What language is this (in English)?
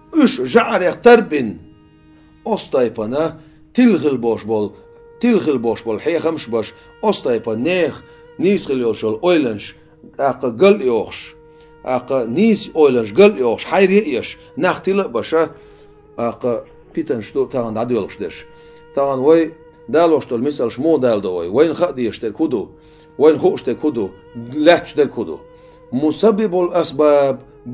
Chechen